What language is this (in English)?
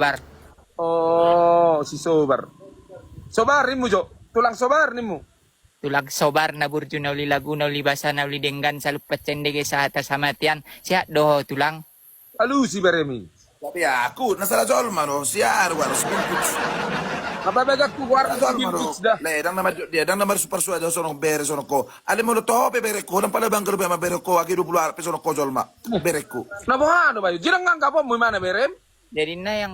Batak Toba